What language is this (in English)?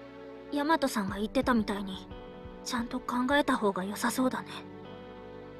Japanese